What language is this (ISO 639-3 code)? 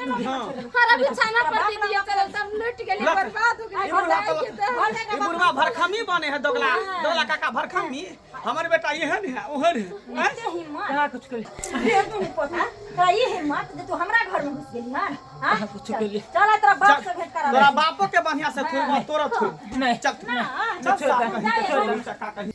mai